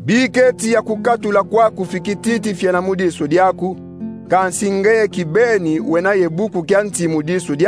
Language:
Kongo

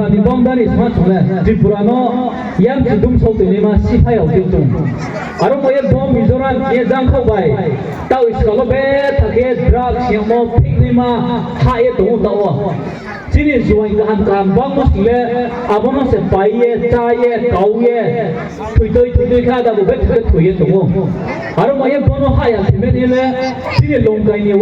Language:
Riang (India)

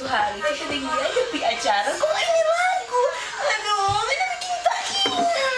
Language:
Manado Malay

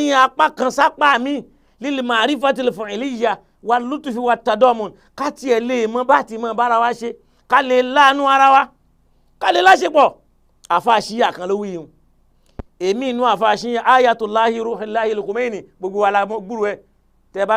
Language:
Yoruba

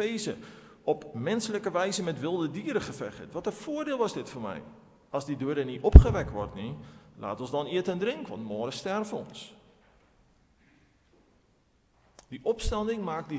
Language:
Afrikaans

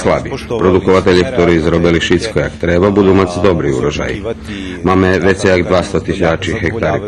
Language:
Rusyn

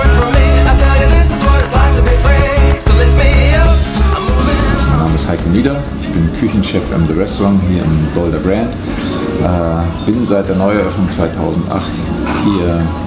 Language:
Swiss German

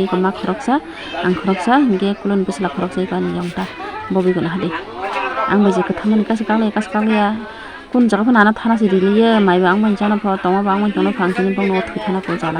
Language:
Kok Borok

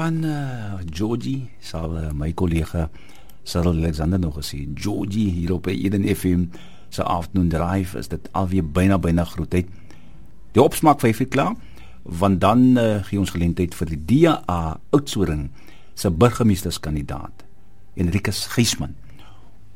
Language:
Afrikaans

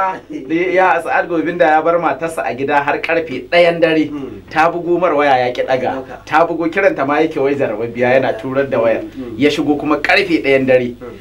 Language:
Hausa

